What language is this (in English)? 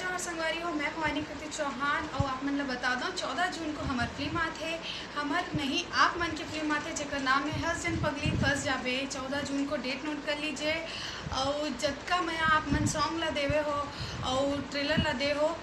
Chhattisgarhi